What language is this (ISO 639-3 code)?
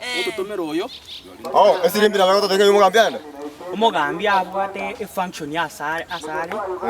guz